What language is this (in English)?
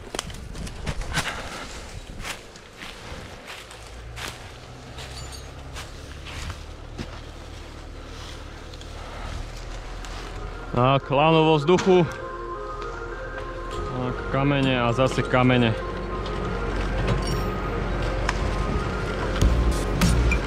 Slovak